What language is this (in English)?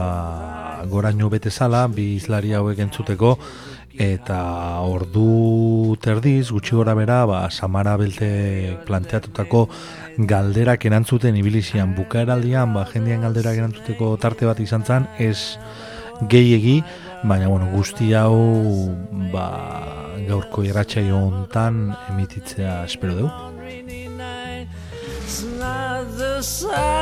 Basque